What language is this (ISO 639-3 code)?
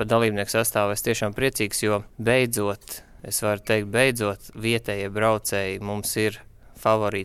lav